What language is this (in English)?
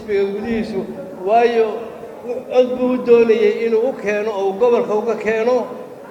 Somali